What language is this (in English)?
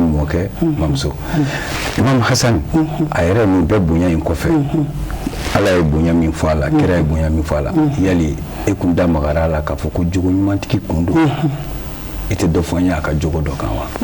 Bambara